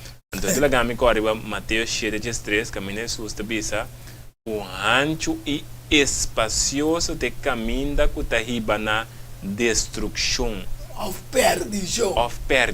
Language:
Papiamento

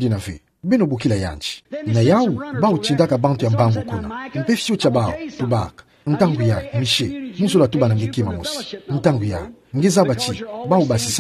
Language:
Kituba (Democratic Republic of Congo)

